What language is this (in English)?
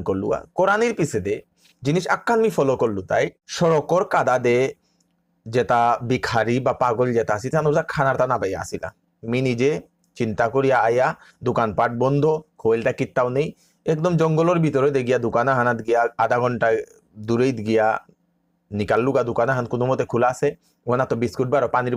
Bishnupriya